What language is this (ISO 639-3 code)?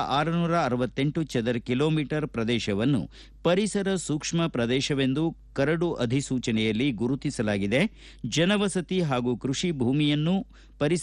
kan